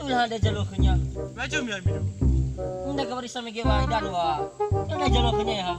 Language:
Nias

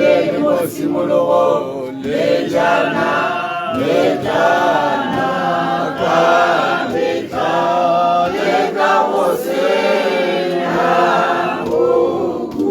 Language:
Tswana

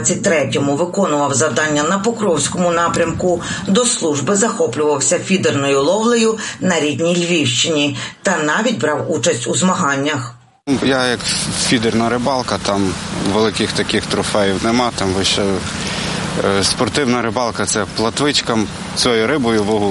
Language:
Ukrainian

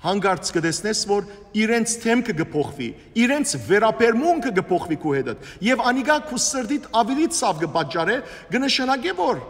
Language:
Western Armenian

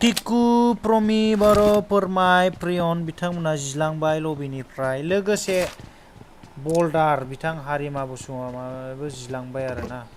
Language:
Bodo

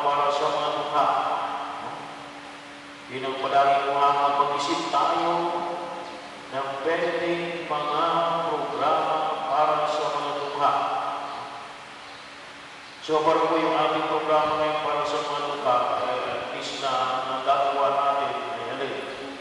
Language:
Filipino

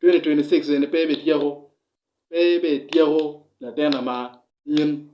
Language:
Acoli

